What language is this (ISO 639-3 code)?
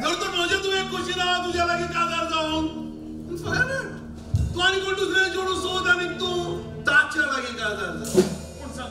kok